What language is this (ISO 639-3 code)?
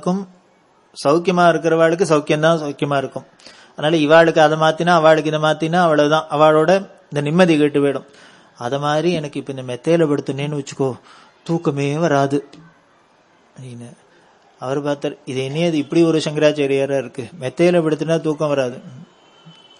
tam